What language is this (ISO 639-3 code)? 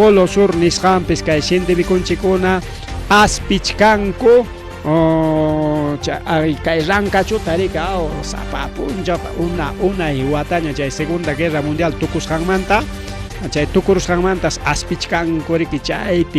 quy